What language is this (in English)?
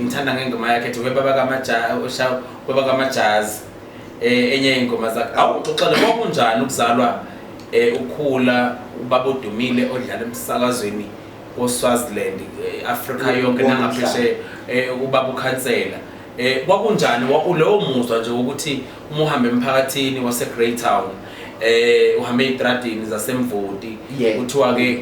Zulu